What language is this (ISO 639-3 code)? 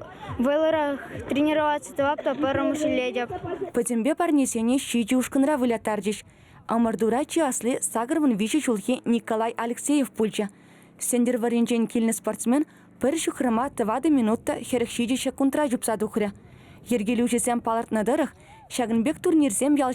chv